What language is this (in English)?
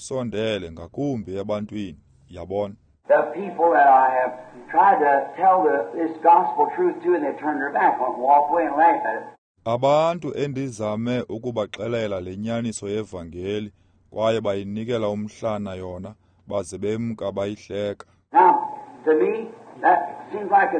Xhosa